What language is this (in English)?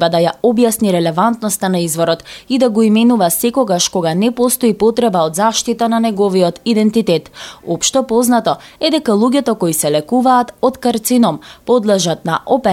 Macedonian